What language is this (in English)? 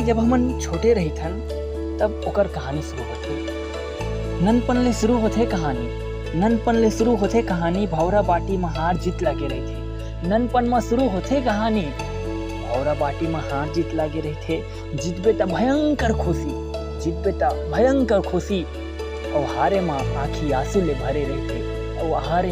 Chhattisgarhi